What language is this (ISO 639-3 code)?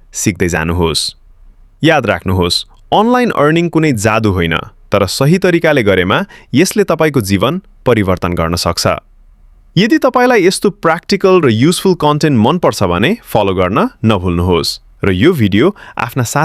nep